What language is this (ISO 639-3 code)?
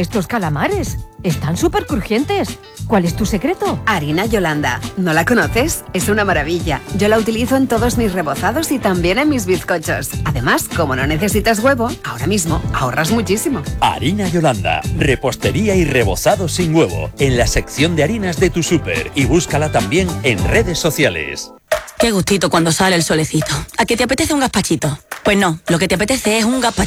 spa